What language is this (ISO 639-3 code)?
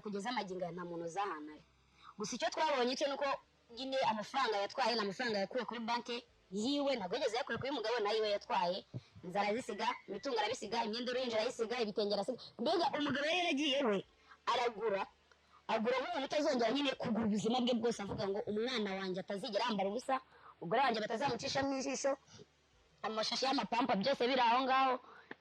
kin